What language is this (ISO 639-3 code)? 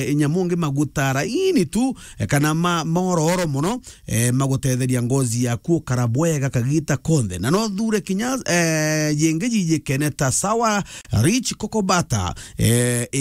mer